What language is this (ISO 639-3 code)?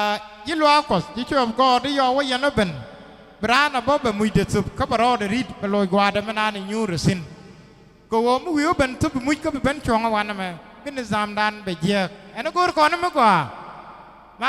nus